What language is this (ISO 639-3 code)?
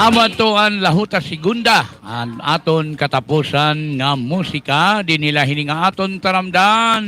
war